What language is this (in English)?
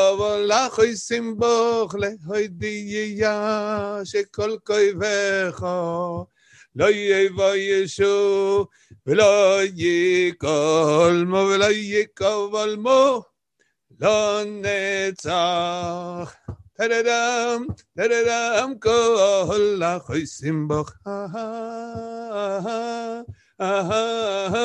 Hebrew